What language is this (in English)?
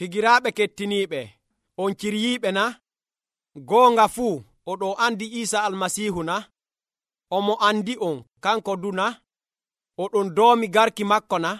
Nigerian Fulfulde